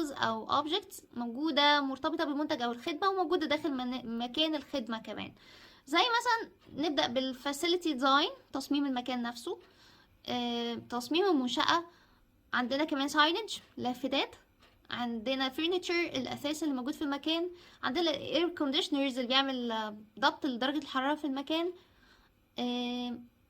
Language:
Egyptian Arabic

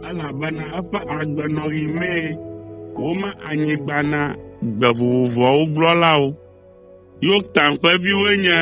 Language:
Ewe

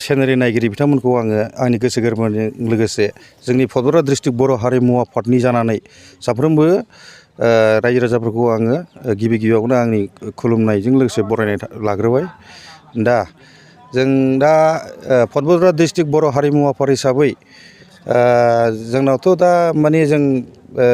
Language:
Bodo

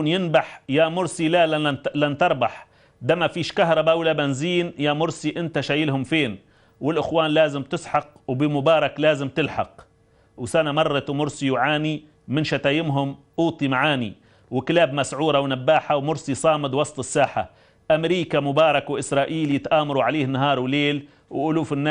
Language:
Egyptian Arabic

